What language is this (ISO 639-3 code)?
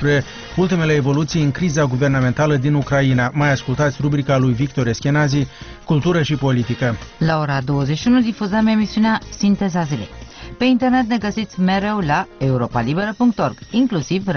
ron